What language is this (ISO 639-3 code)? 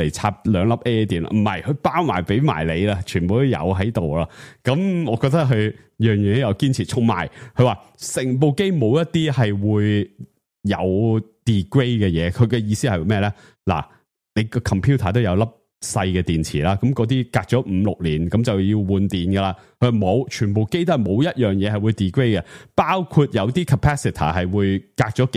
yue